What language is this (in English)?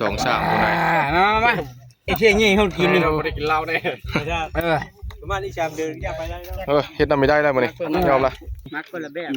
Northeastern Thai